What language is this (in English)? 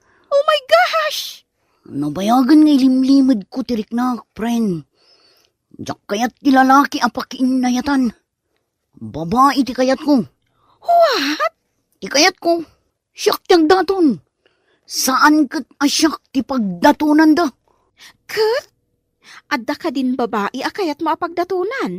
Iloko